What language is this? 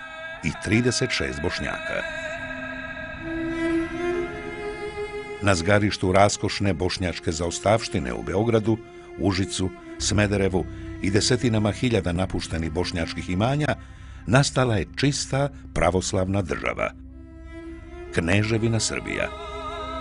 Bosnian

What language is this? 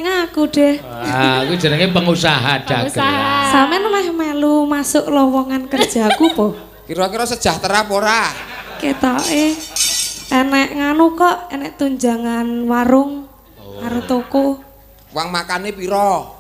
Javanese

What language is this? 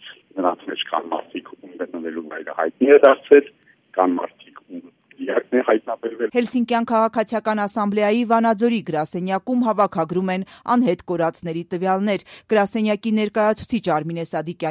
Armenian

